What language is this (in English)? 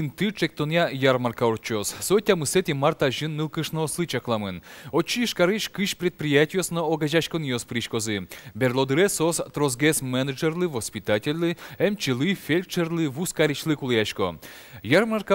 Udmurt